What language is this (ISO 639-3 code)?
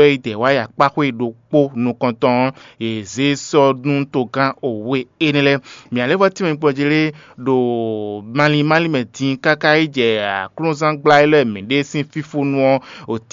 fon